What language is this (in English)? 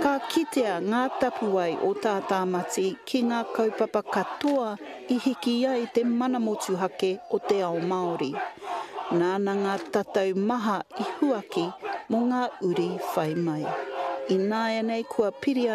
Māori